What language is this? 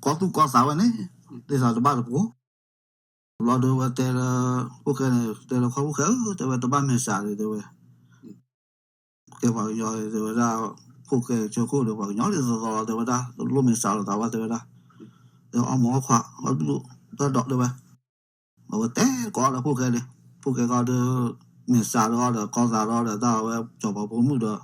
S'gaw Karen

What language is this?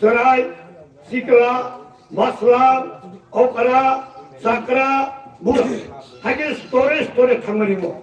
Kok Borok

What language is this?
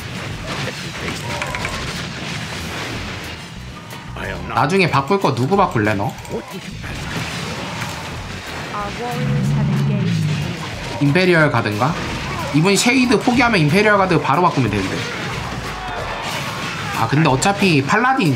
Korean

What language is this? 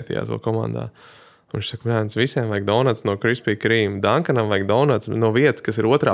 Latvian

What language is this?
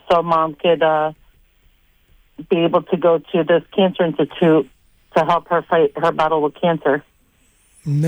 Greek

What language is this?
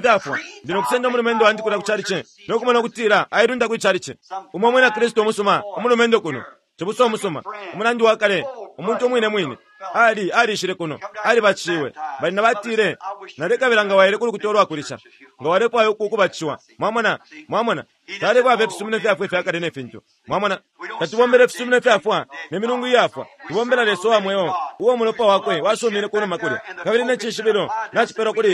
Bemba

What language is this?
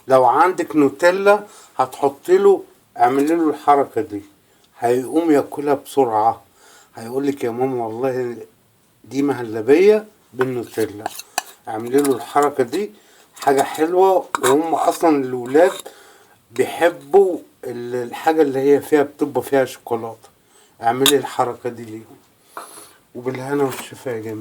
Egyptian Arabic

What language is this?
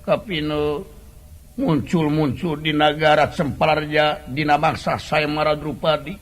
Sundanese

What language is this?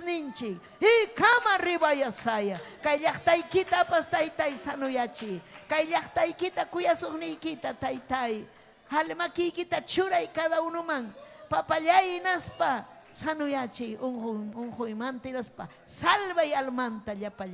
Ayacucho Quechua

